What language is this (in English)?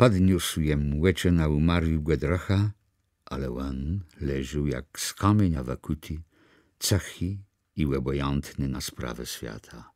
Kashubian